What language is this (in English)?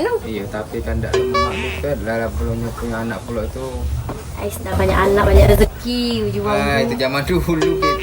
Musi